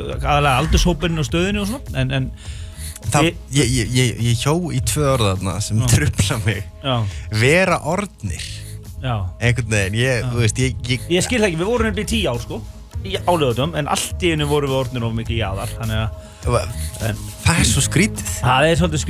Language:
Icelandic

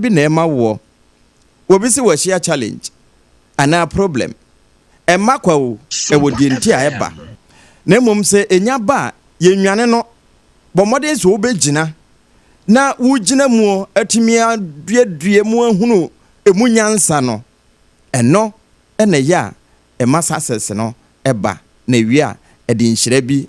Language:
Akan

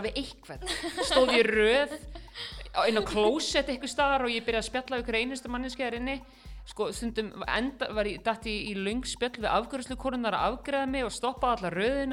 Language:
Icelandic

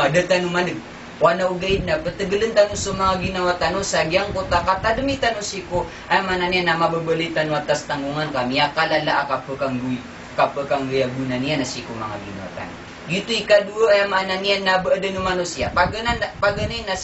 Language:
Maranao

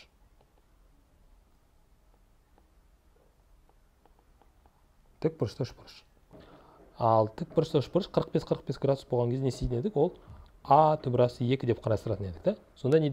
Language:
Kazakh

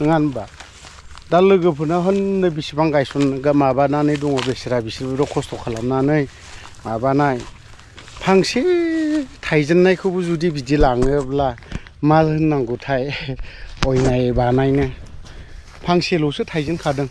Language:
Bodo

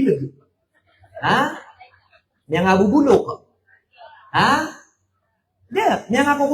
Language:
Maranao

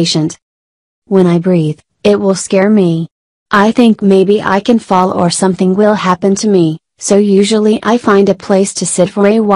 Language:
English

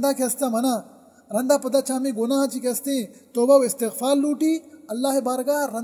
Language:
Baluchi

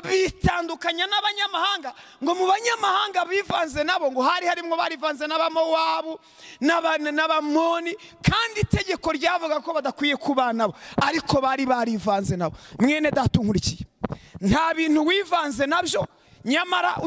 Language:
Kinyarwanda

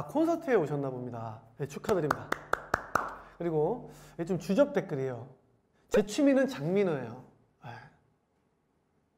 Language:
Korean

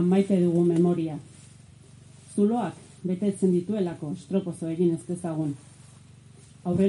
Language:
Basque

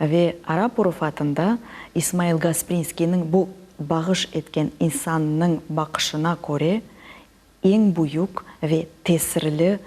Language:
Crimean Tatar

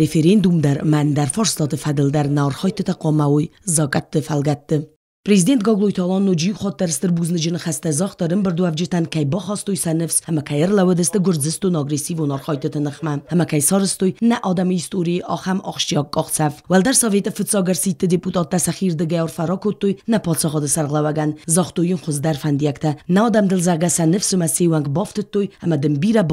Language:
Ossetic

